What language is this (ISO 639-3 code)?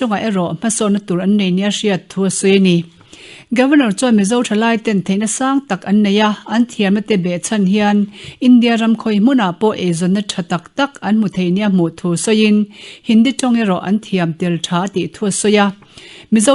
lus